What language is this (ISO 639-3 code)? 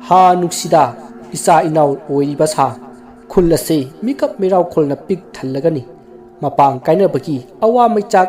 mni